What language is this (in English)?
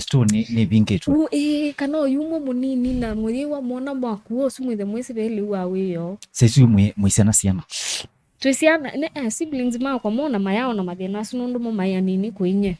Kamba